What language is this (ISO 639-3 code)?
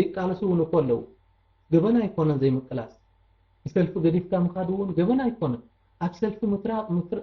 tir